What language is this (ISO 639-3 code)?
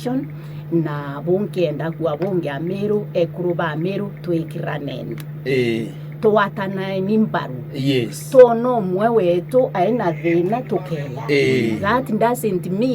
mer